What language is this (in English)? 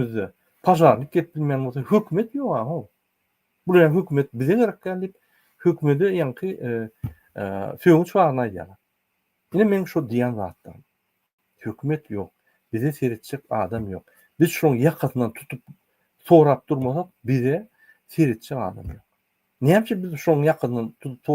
Turkmen